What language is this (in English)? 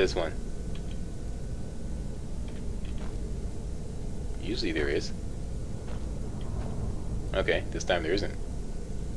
English